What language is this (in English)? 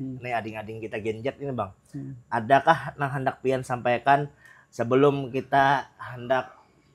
Banjar